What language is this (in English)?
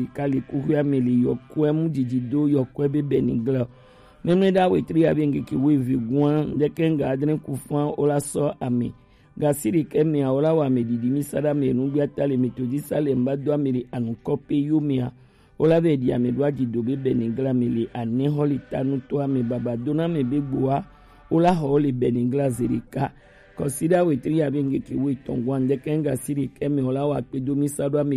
Gen